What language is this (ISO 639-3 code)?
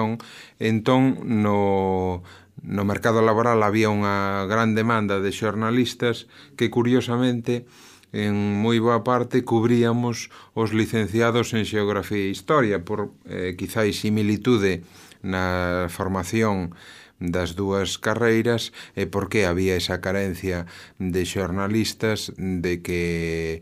glg